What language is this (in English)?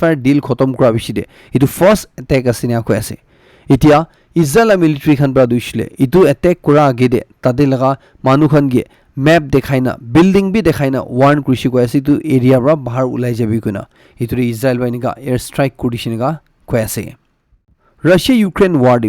Naga Pidgin